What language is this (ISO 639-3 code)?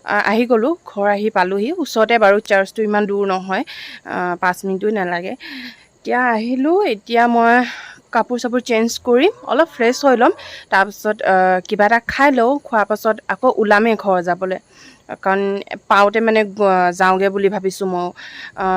asm